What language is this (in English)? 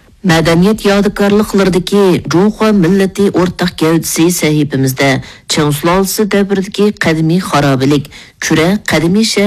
Uyghur